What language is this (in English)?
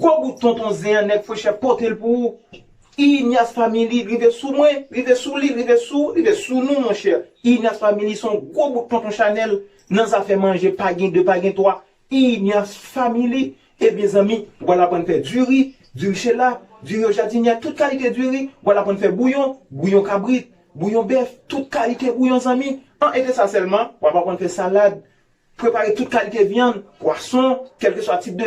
Haitian Creole